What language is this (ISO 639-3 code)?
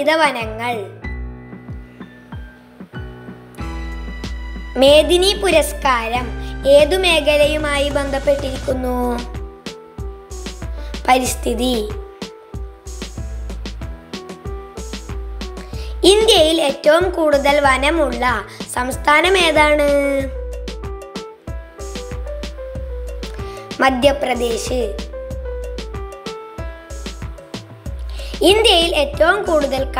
mal